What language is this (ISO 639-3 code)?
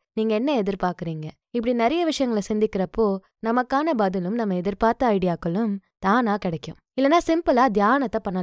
tam